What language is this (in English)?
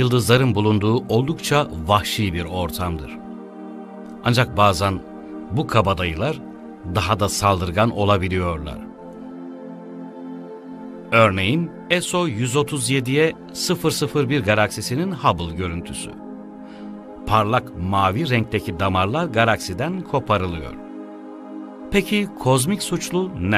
Turkish